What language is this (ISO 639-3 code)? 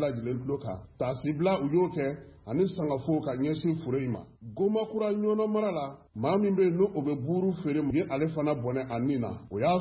bam